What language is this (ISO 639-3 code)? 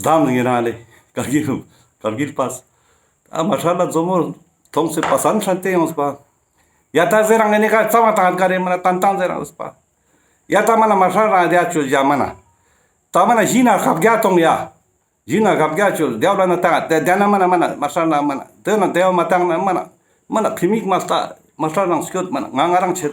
lbj